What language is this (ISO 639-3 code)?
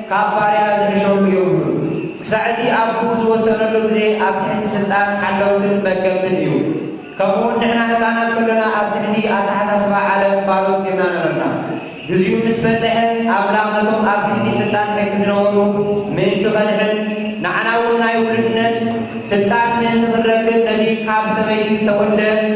tir